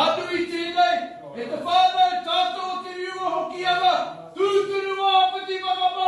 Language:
Māori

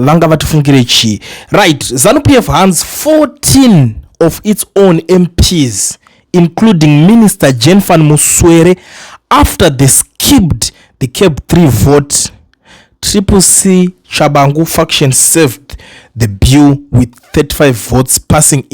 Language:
Shona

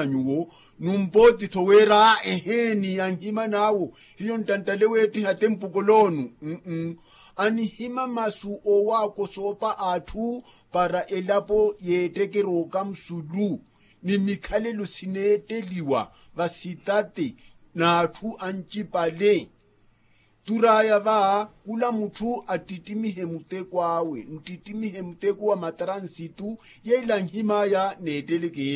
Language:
Makhuwa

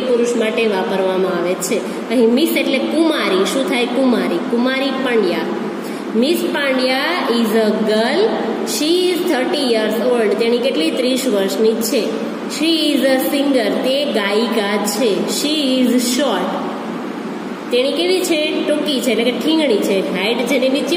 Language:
Gujarati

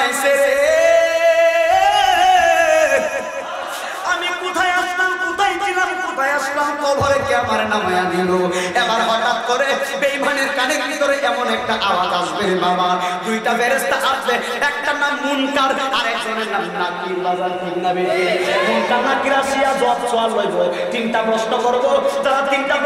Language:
Bangla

